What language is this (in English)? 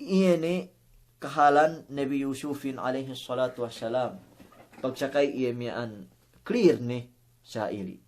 Yakan